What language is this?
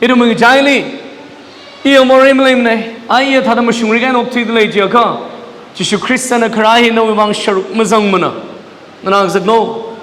Tangkhul Naga (India)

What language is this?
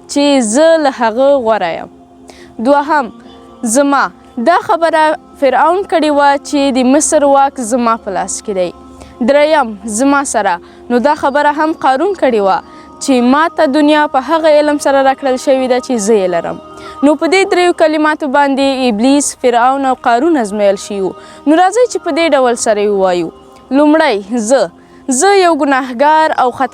Pashto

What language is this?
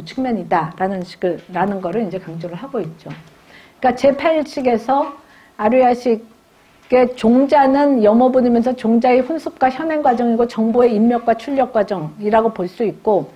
Korean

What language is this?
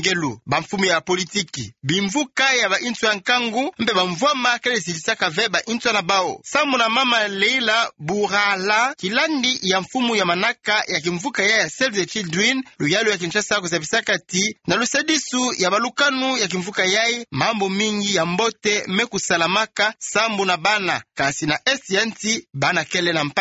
Kituba (Democratic Republic of Congo)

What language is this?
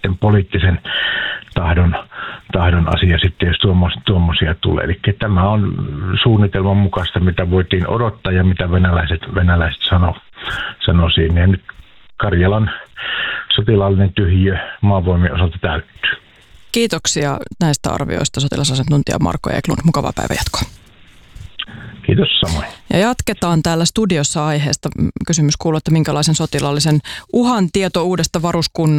Finnish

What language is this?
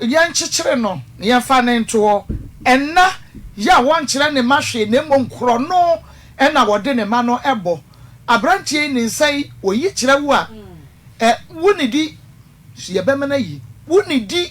Akan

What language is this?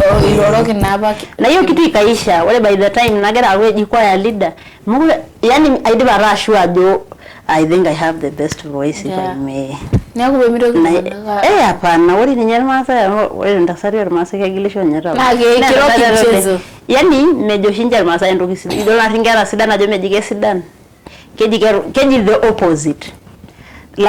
Masai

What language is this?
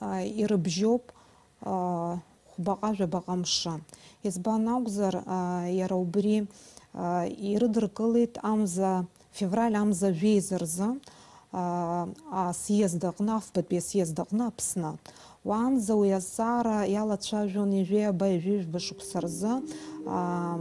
Abkhazian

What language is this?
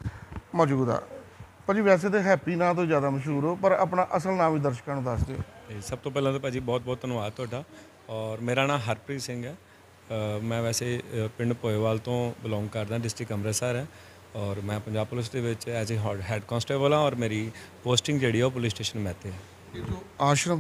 Punjabi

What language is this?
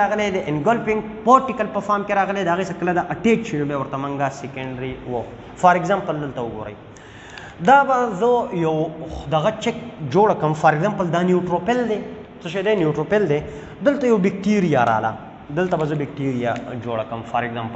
Pashto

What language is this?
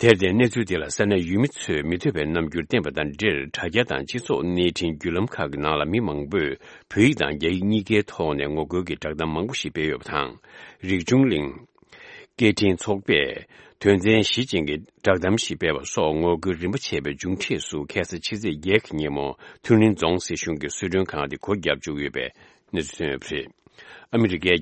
Tibetan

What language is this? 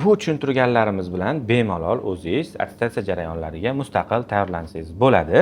Uzbek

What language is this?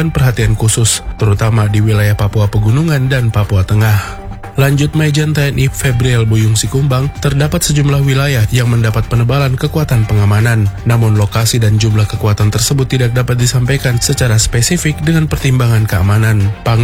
Indonesian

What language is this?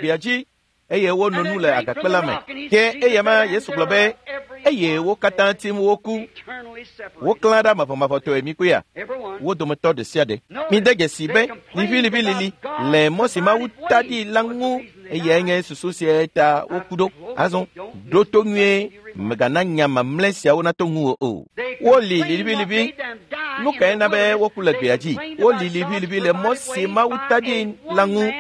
Ewe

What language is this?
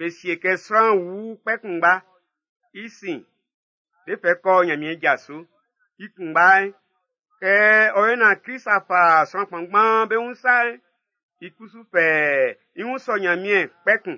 Baoulé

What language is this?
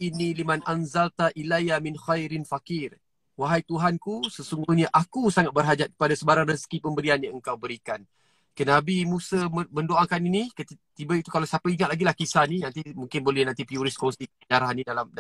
Malay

